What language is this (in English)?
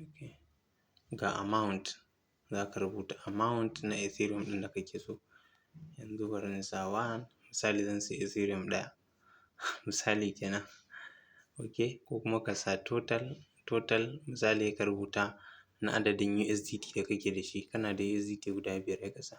Hausa